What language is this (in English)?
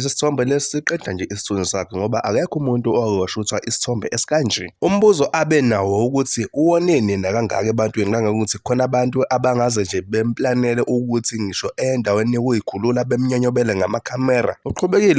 Zulu